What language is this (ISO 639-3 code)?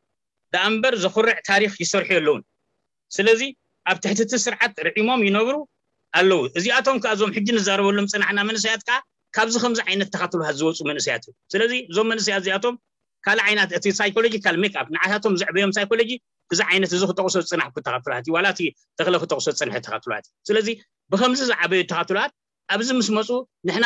tir